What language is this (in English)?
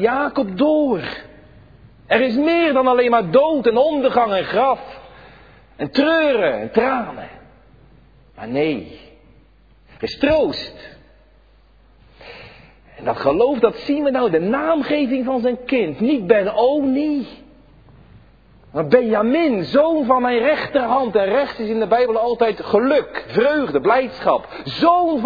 Dutch